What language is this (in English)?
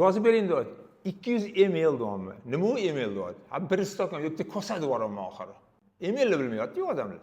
Uzbek